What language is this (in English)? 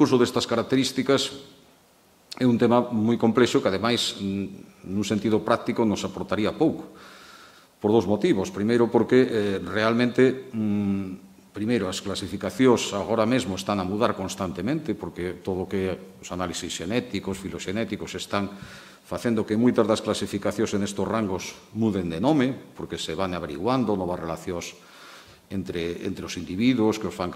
Galician